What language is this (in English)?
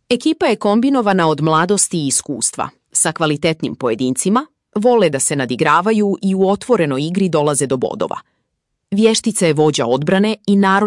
Serbian